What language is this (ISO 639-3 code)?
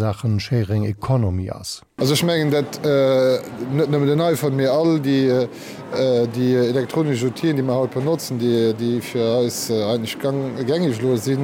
ltz